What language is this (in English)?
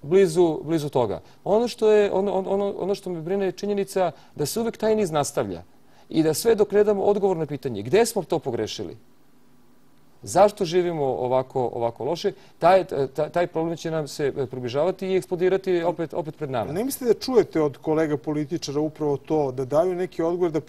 Serbian